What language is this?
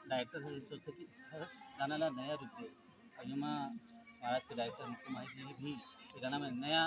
Chhattisgarhi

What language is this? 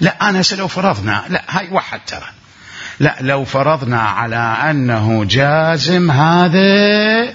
Mesopotamian Arabic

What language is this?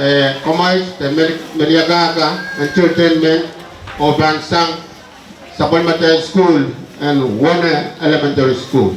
Pohnpeian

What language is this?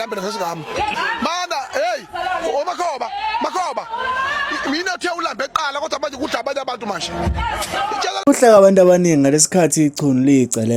Zulu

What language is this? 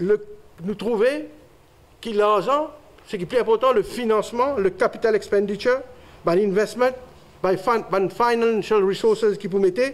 Morisyen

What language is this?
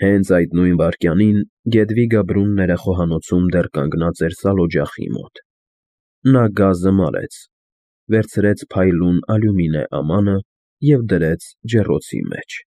Armenian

